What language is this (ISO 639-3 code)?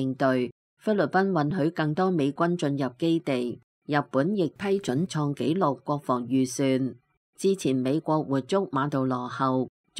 yue